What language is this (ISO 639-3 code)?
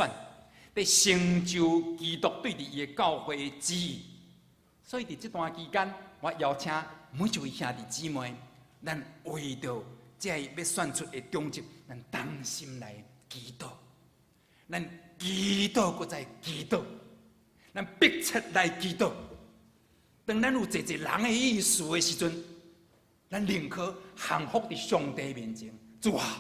nan